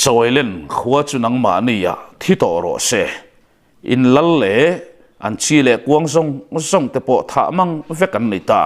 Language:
Mizo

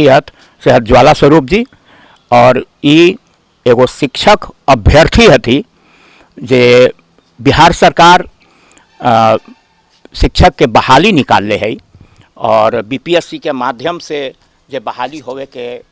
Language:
Magahi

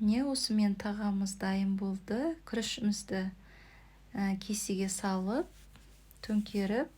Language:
Kazakh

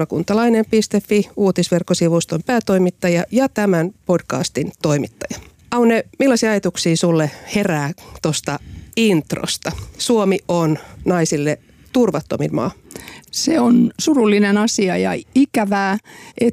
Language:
Finnish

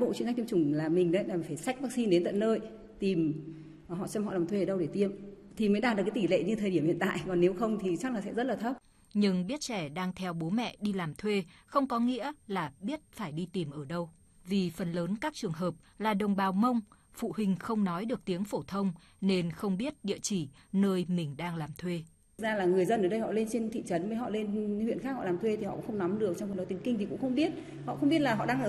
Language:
Vietnamese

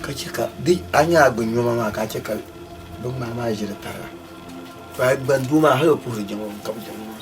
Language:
Dagbani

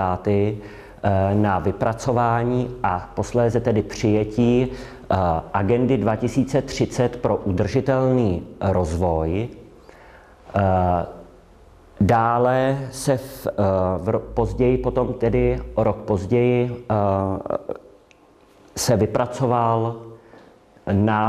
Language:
Czech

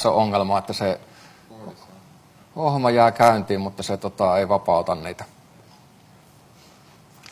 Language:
Finnish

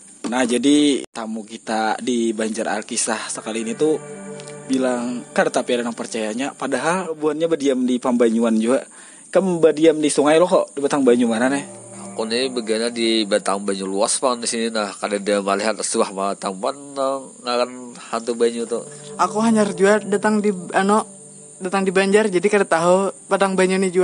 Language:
Banjar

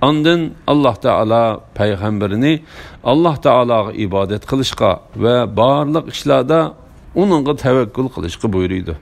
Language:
Uyghur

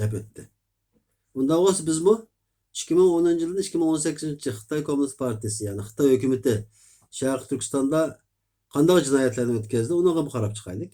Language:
Uyghur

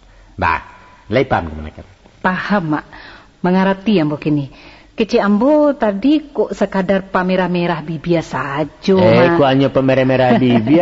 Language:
Minangkabau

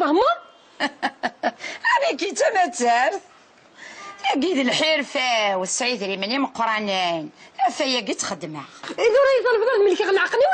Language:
Kabyle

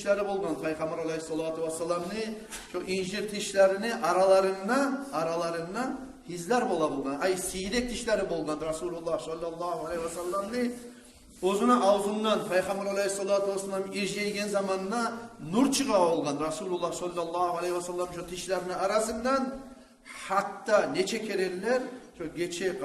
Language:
Kumyk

